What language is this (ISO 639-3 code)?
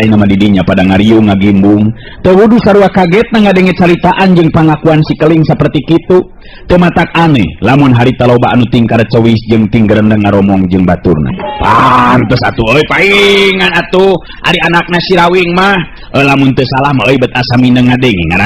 sun